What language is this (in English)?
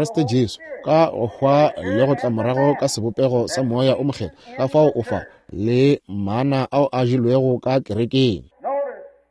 Northern Sotho